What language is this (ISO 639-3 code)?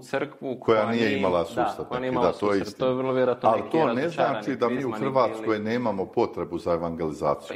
hrv